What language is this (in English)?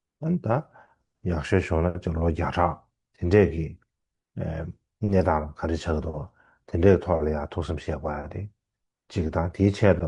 Tibetan